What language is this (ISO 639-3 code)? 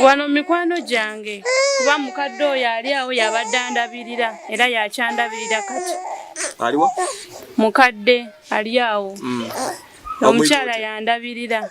lug